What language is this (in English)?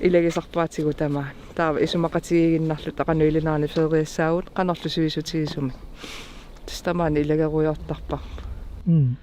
Kalaallisut